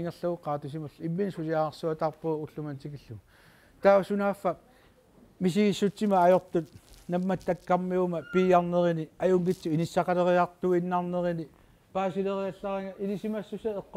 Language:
Kalaallisut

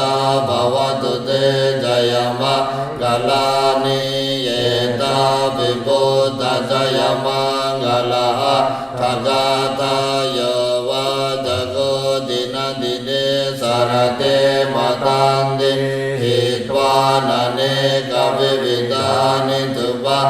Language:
Pali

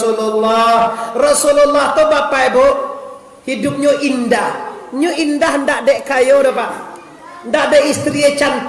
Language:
Minangkabau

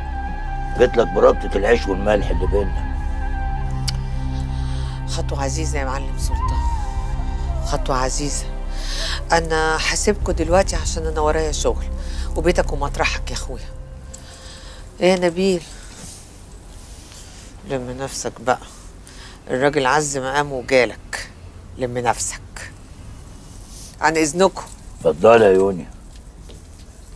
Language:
Egyptian Arabic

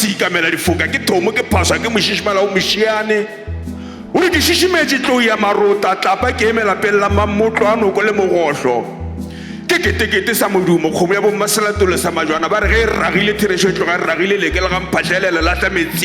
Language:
Northern Sotho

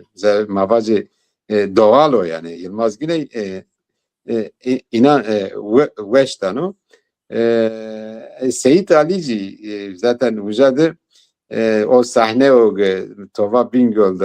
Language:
Zaza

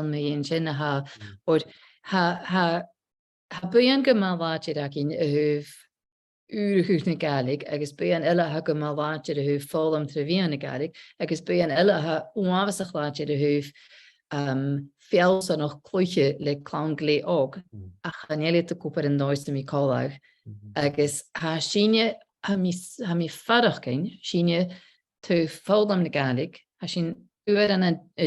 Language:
Scottish Gaelic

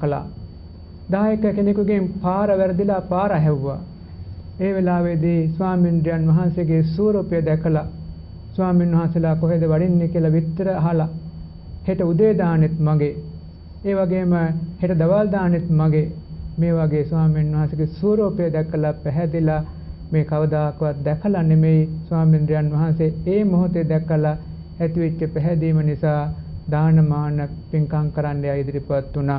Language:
Sinhala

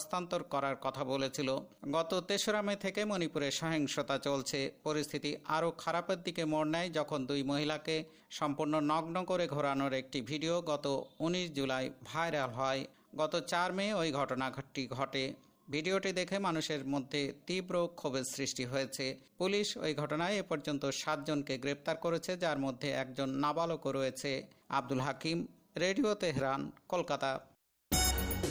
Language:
Bangla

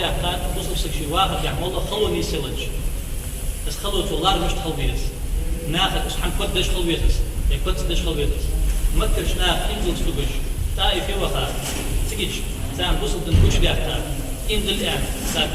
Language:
Ingush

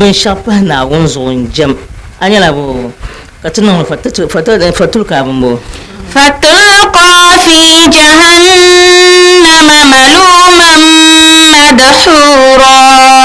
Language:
Dagbani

